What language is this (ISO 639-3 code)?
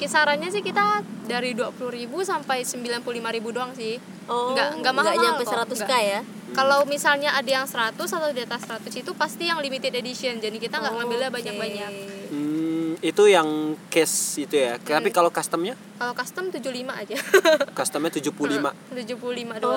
ind